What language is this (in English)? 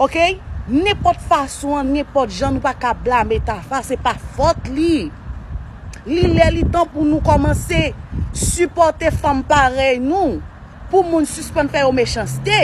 Haitian Creole